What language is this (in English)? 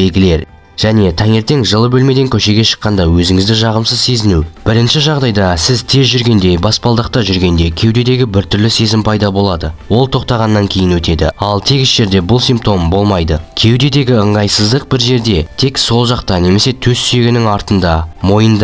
Kazakh